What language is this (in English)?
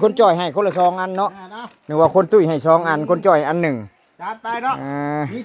Northeastern Thai